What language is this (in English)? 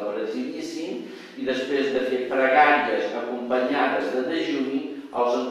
Catalan